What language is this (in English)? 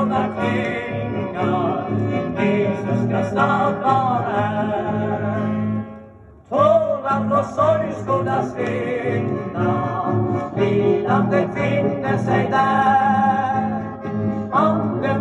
Swedish